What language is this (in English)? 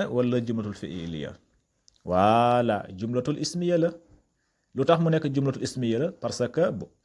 Wolof